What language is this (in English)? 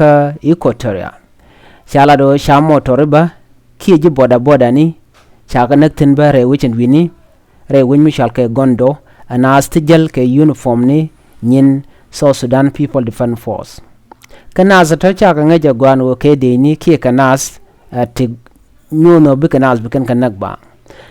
Nuer